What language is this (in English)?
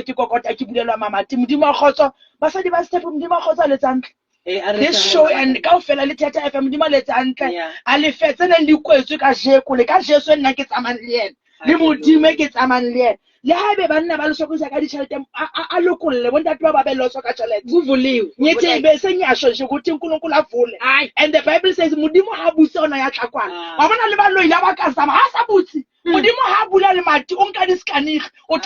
Southern Sotho